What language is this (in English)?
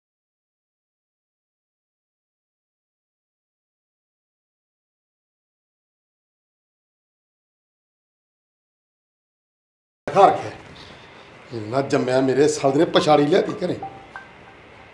Punjabi